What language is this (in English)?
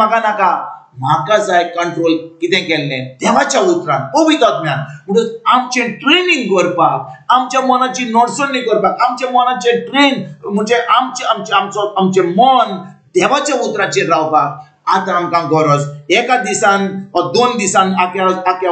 Konkani